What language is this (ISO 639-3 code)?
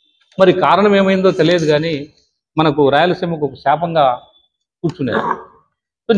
tel